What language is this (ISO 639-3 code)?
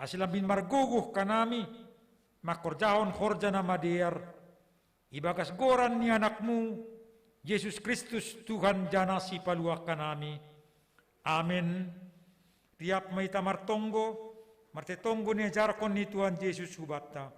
bts